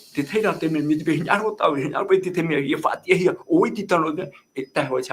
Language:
Tahitian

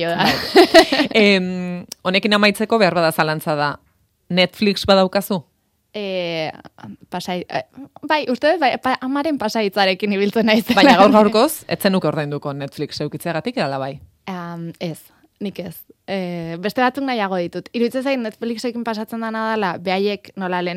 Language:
Basque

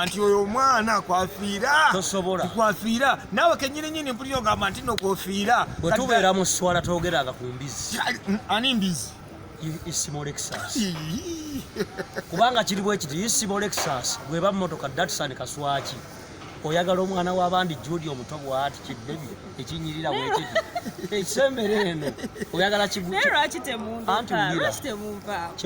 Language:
Ganda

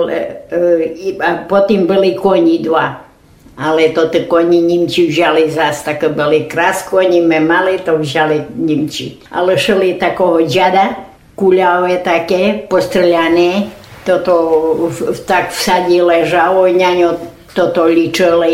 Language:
Rusyn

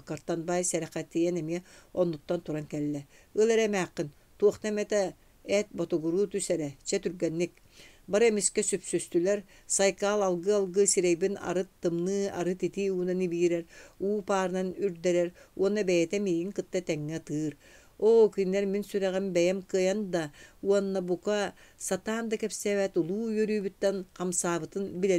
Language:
Yakut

